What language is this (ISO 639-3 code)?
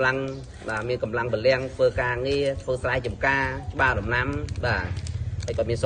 khm